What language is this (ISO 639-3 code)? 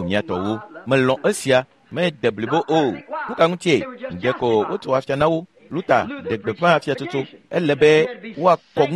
ewe